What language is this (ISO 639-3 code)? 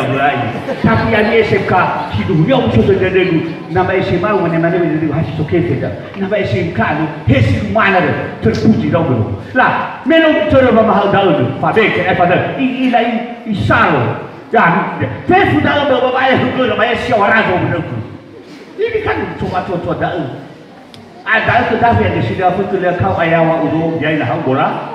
nia